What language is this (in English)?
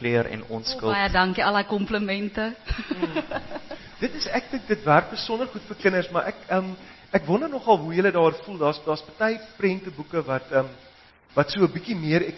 Afrikaans